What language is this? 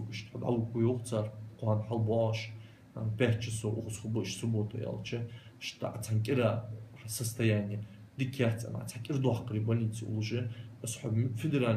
Ingush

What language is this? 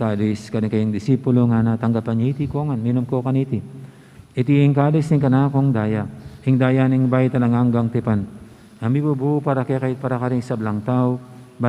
Pampanga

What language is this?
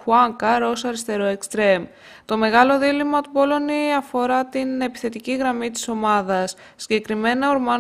Greek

